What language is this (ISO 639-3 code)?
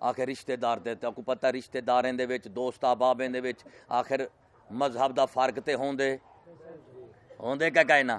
skr